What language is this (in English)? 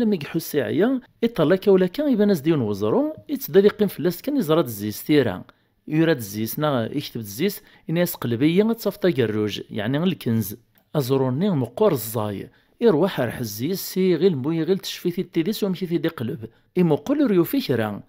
Kabyle